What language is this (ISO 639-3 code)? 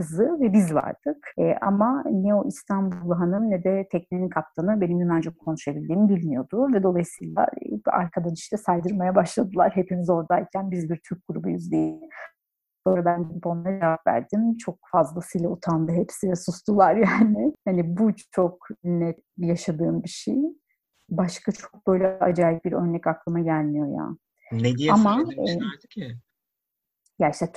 tur